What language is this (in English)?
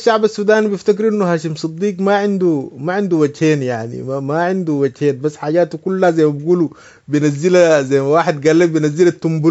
Sudanese Arabic